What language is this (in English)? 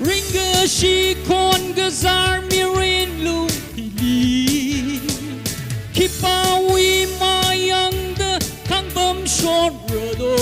Tangkhul Naga (India)